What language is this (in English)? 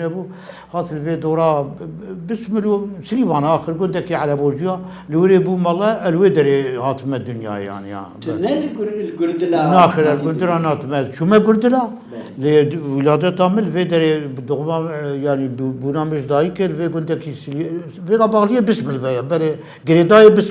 Kurdish